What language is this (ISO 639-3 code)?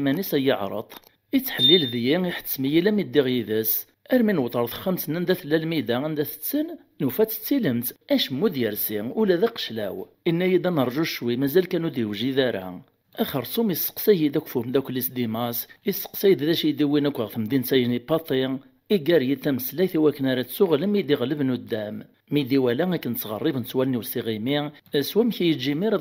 kab